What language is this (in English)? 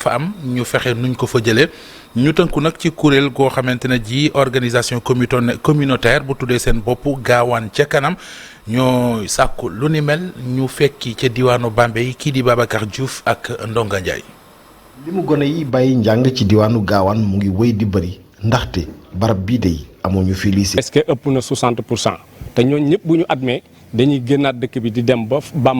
Wolof